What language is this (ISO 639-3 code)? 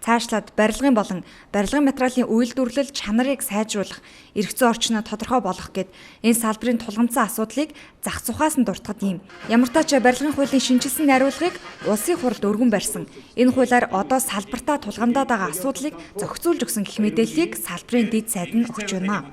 mon